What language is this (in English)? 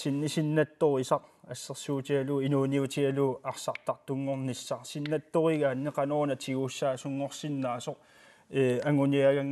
Kalaallisut